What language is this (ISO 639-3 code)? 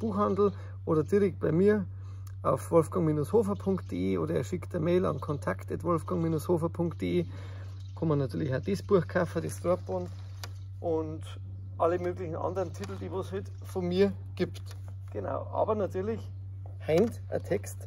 bar